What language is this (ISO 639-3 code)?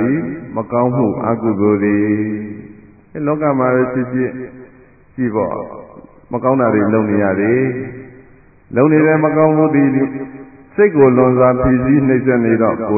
mya